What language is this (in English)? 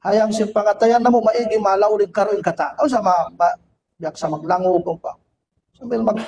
Tausug